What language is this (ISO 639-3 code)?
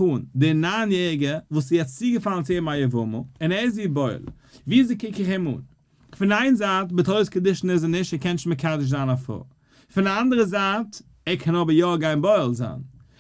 yid